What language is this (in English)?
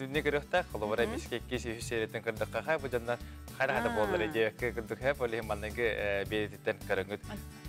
Yakut